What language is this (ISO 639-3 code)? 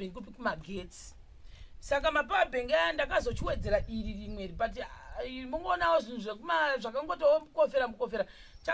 sna